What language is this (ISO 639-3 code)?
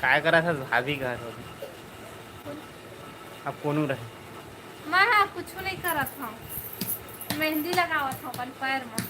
hne